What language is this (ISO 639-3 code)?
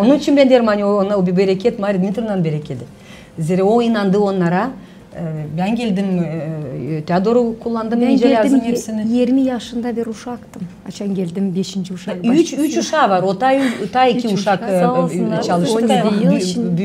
gag